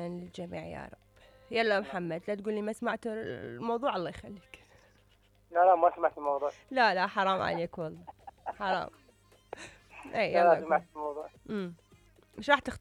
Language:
Mesopotamian Arabic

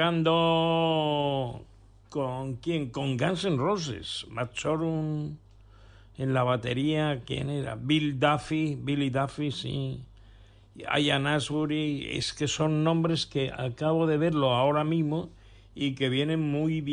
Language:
Spanish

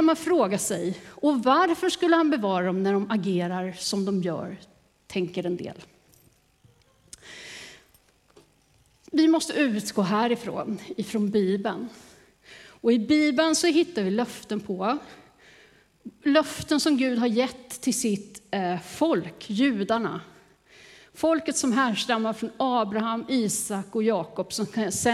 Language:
Swedish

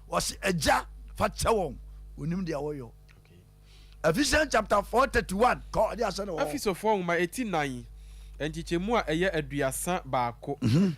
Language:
Akan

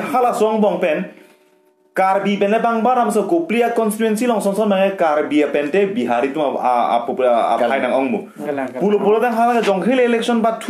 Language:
Karbi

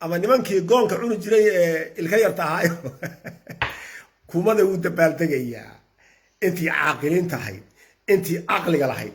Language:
Somali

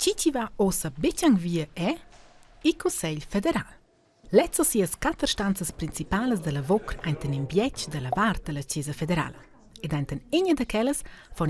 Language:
Romansh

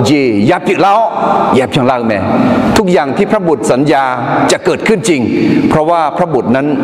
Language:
Akha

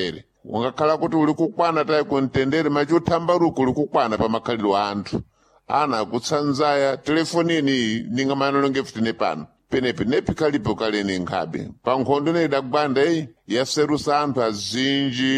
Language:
Sena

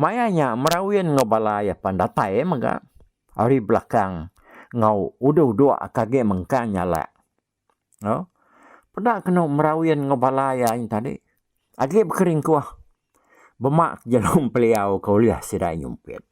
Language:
Iban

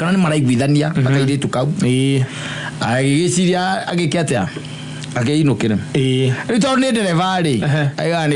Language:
Kikuyu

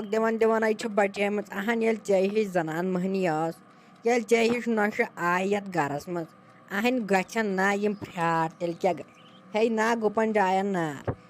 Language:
Kashmiri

